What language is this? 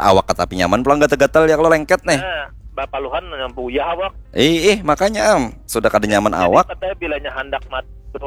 Banjar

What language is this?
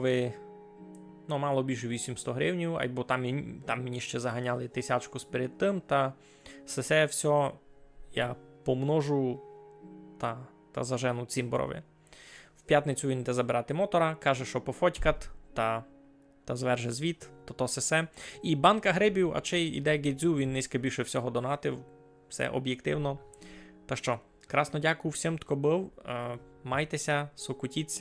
Rusyn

